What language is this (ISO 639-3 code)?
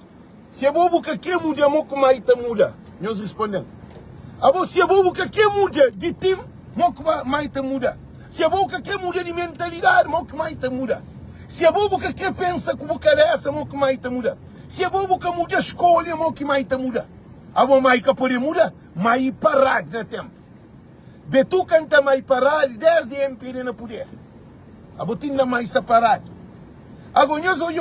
kea